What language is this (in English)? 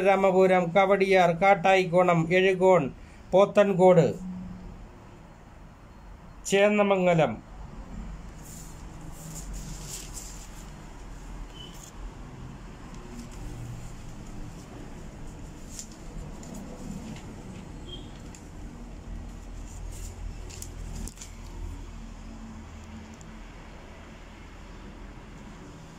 Malayalam